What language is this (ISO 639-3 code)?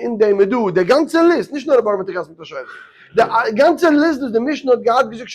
yid